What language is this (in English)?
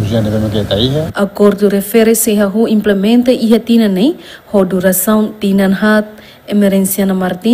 Tetum